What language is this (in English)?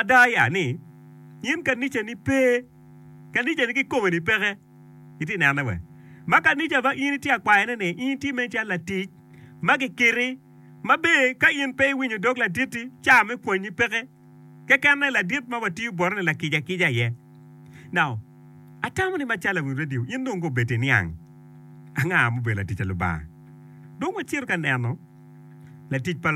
Acoli